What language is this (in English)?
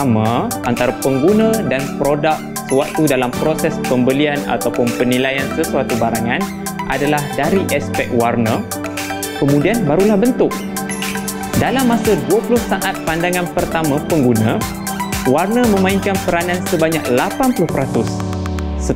Malay